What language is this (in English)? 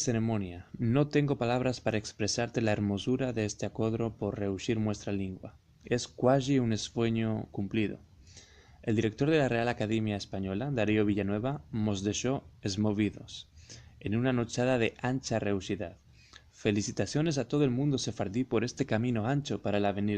Ladino